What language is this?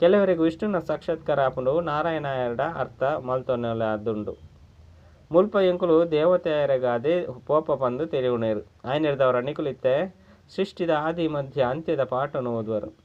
Tulu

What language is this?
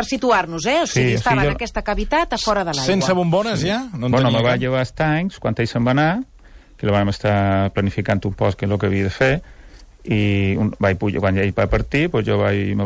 Catalan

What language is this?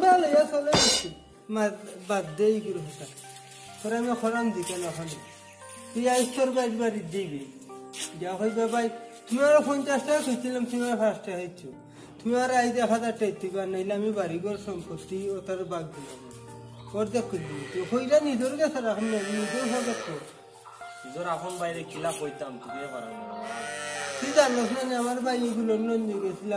Sylheti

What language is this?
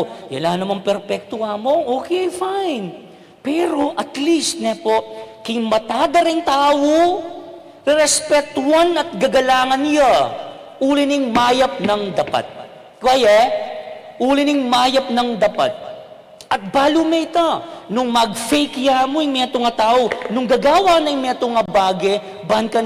Pampanga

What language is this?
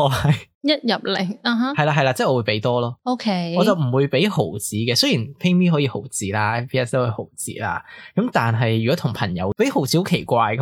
Cantonese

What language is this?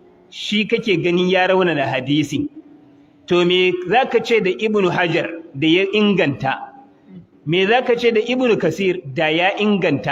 Hausa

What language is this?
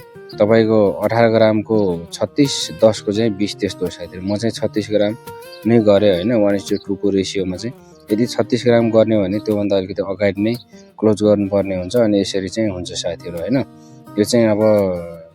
Nepali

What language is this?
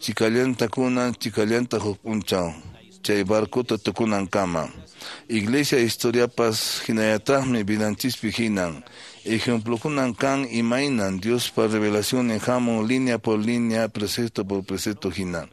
Quechua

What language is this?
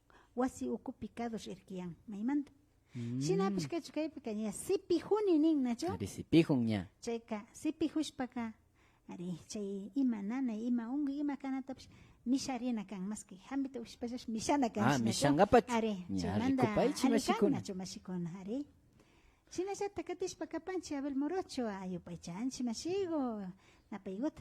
Imbabura Highland Quichua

